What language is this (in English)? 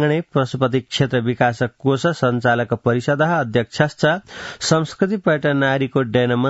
Sanskrit